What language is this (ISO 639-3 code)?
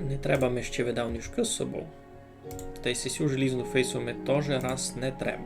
rue